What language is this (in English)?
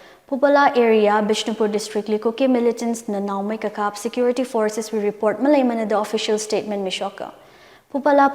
Tangkhul Naga (India)